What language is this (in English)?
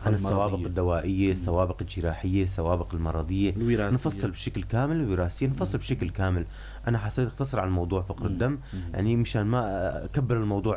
North Levantine Arabic